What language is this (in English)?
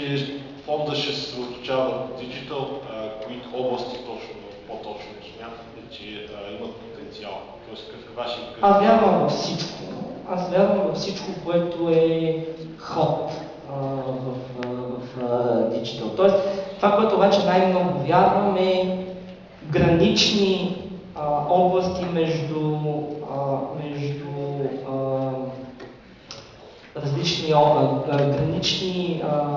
Bulgarian